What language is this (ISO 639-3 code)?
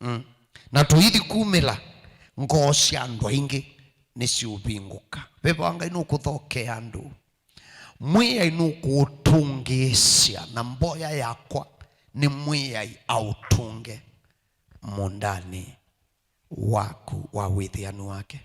kam